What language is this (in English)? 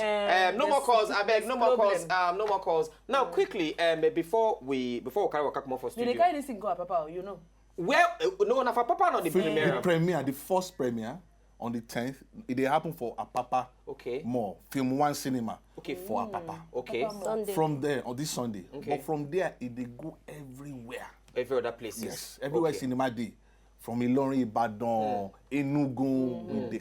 Nigerian Pidgin